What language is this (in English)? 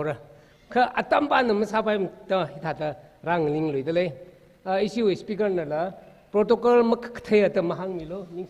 Tangkhul Naga (India)